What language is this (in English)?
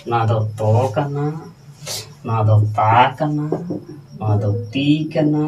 Santali